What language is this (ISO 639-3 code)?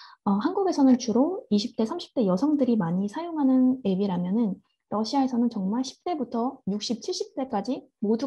kor